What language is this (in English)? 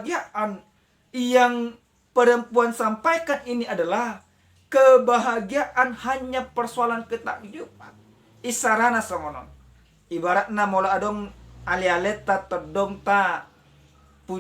Batak Toba